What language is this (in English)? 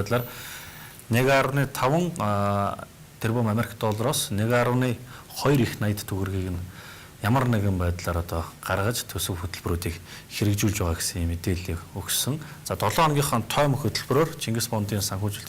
Mongolian